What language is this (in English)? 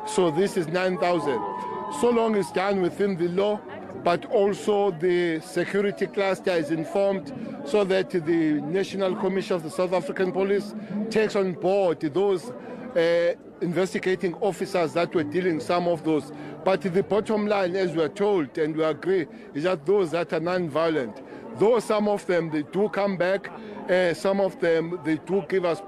English